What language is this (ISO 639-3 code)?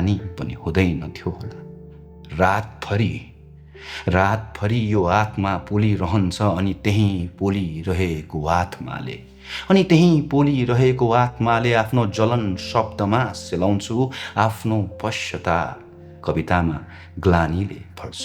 nep